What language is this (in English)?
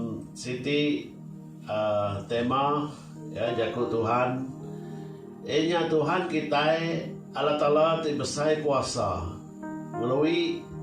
Iban